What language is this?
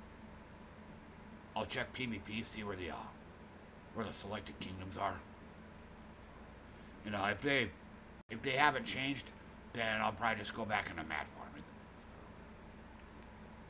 English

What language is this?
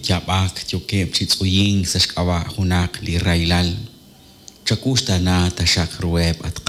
Kekchí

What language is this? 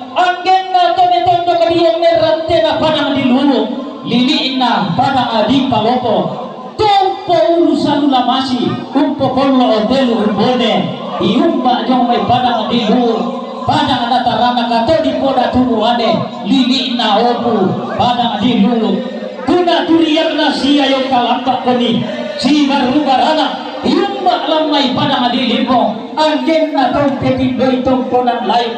Toraja-Sa'dan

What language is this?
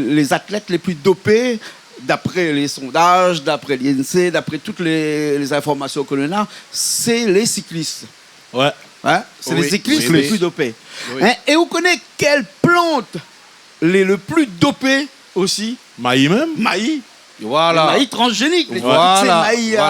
Réunion Creole French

